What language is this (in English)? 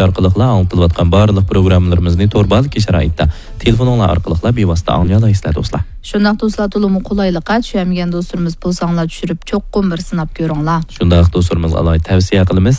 Uyghur